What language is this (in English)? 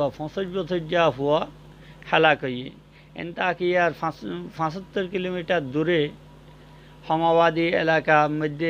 Rohingya